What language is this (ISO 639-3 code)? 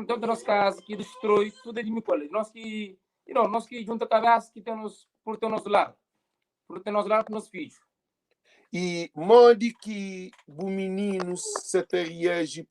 kea